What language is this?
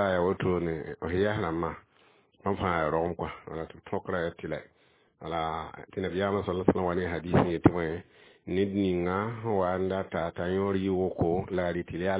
Mossi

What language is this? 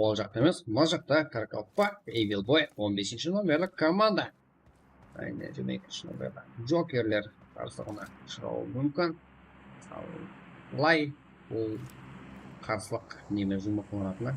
Kara-Kalpak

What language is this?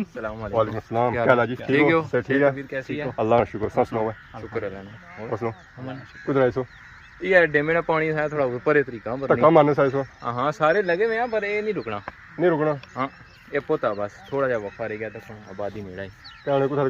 Pahari-Potwari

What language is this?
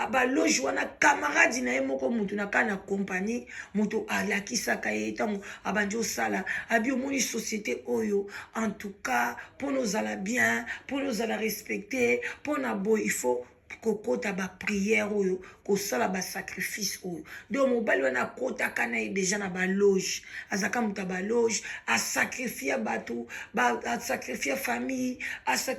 Lingala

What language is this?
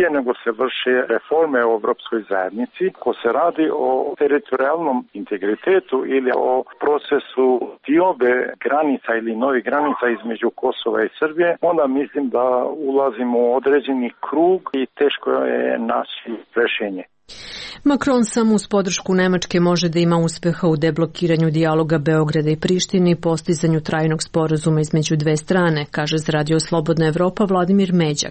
Serbian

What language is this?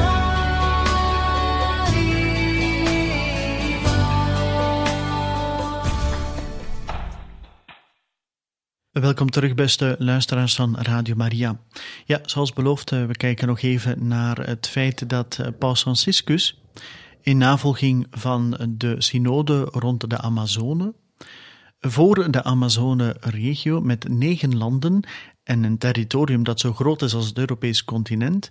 Dutch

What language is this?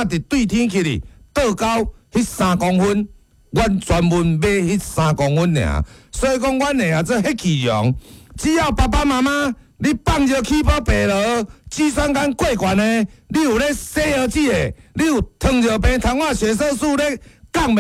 Min Nan Chinese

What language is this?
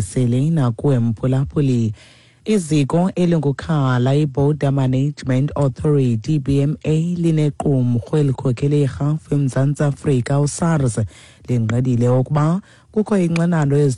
Xhosa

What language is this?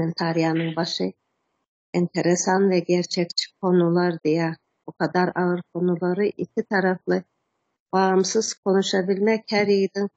Turkmen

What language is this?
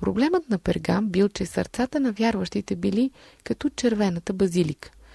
Bulgarian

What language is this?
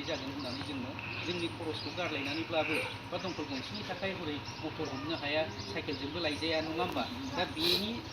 Bodo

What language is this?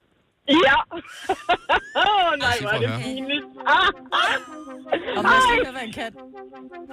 Danish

